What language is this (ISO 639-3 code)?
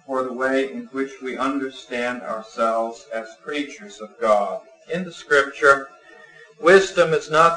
eng